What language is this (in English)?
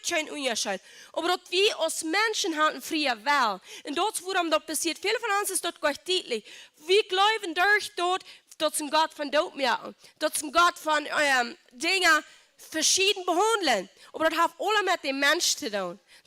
Plautdietsch